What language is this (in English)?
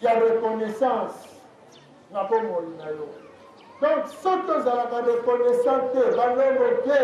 Lingala